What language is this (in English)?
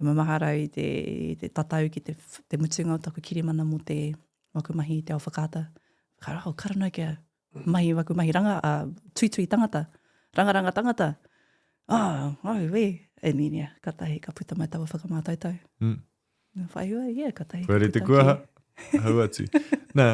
Māori